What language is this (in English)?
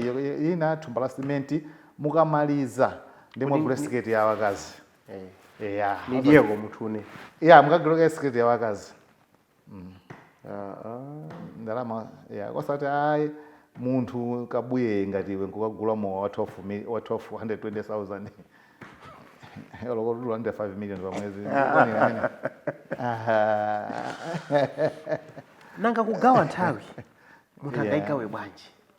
Nyanja